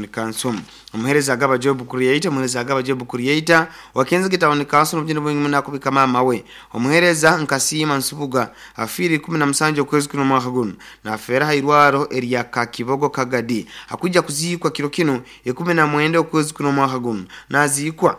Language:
Nyoro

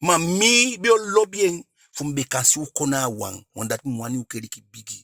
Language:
Eastern Maroon Creole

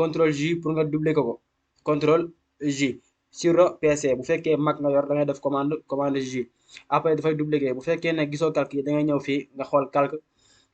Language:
Wolof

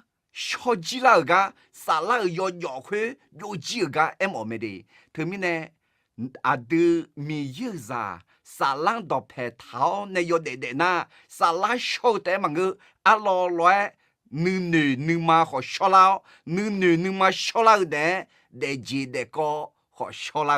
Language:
Akha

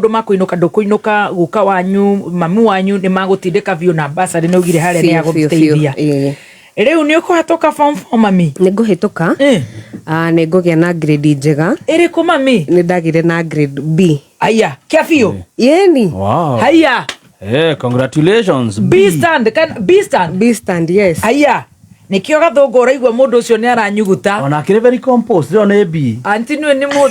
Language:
Kikuyu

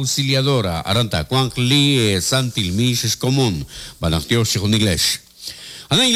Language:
Kekchí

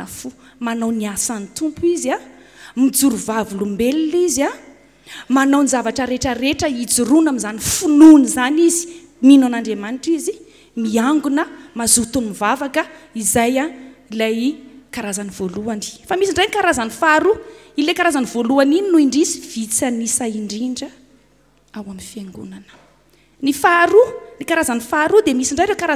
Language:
Malagasy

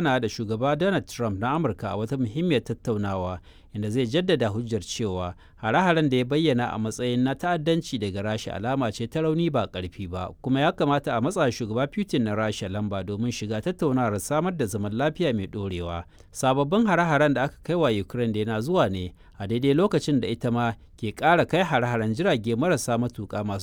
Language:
Hausa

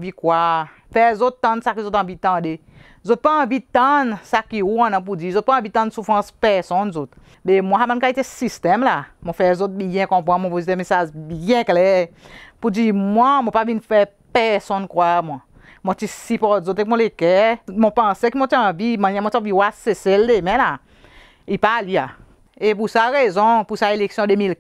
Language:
Seselwa Creole French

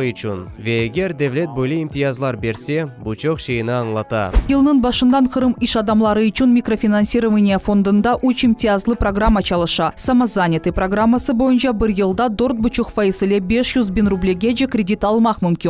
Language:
Crimean Tatar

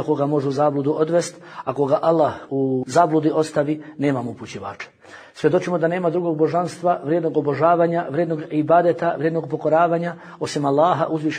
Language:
Bosnian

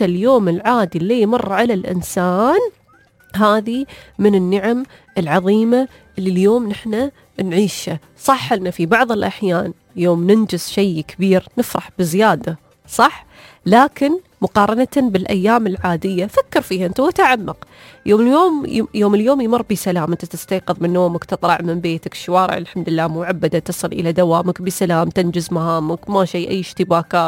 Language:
Gulf Arabic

